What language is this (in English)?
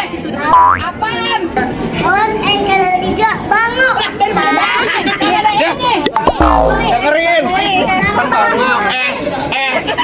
Betawi